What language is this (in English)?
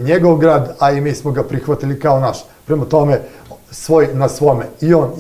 Serbian